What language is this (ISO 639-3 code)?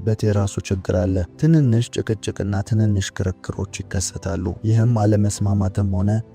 amh